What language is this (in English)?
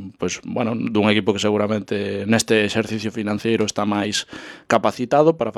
Galician